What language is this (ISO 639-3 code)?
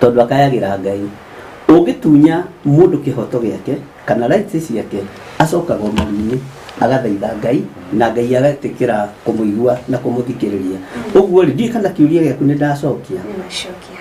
kik